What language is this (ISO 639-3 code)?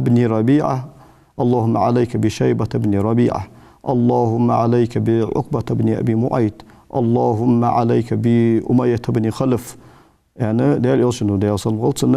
inh